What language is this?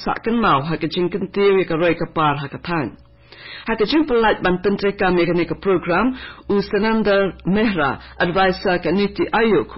Khasi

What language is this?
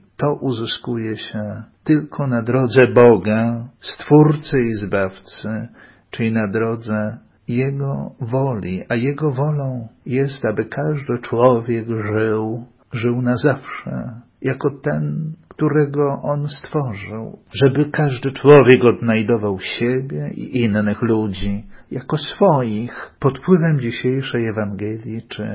Polish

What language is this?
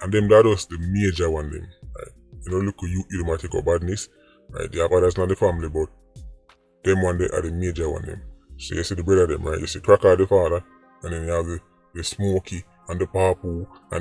Jamaican Creole English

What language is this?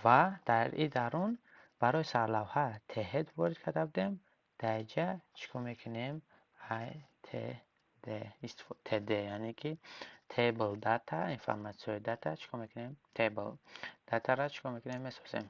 Tajik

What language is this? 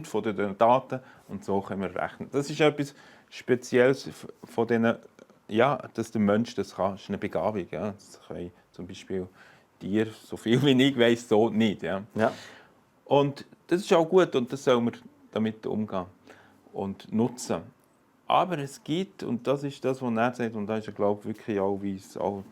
Swiss German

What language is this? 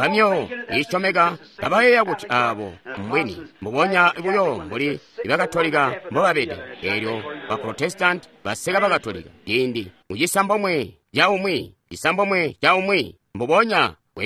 Tonga (Zambia)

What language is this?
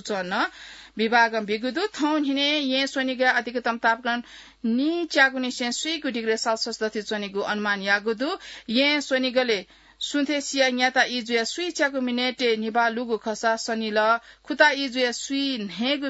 Newari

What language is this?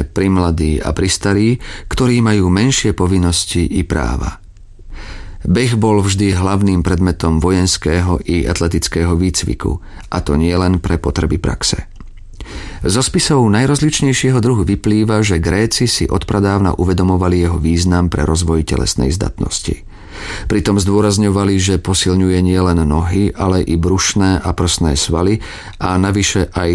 Slovak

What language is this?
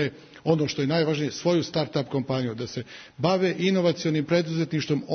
Serbian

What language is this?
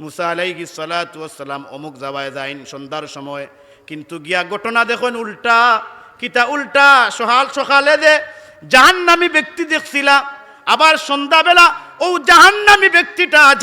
Sylheti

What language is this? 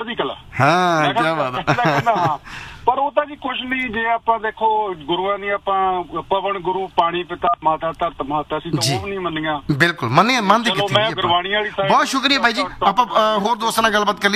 Punjabi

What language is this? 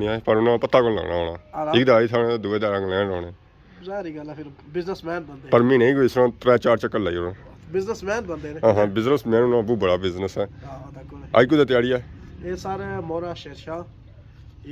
Pahari-Potwari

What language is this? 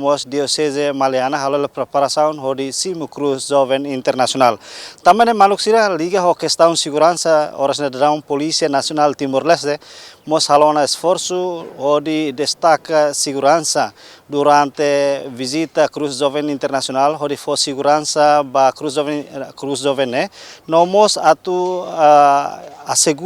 Tetum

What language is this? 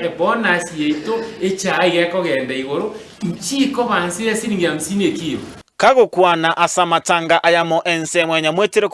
Gusii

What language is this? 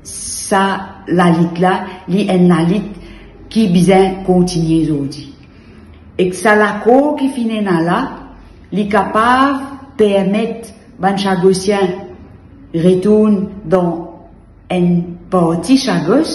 Morisyen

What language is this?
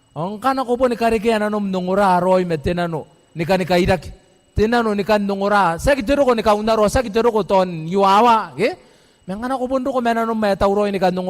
Gilbertese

